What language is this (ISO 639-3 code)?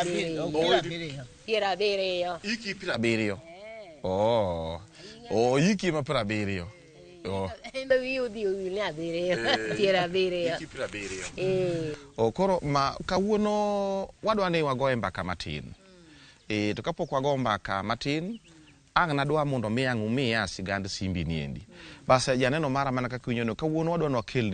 luo